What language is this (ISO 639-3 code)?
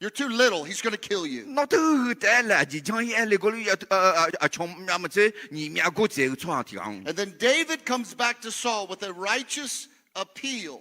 ahk